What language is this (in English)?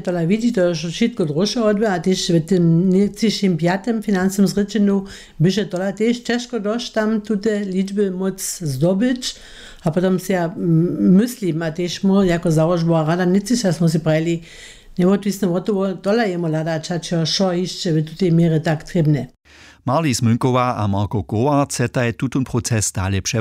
Upper Sorbian